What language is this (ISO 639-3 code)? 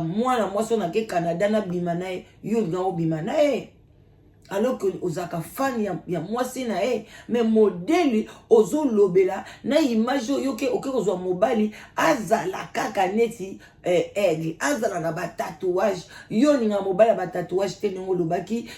lin